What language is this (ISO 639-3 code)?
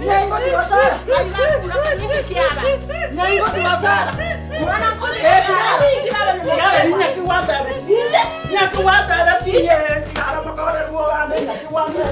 guz